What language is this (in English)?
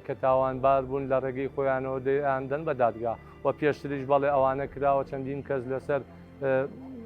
Central Kurdish